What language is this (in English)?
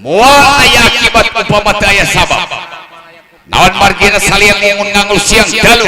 Sundanese